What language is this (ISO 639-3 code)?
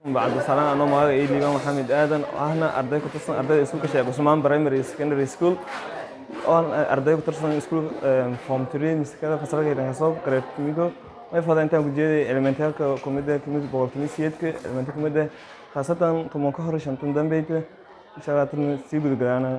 som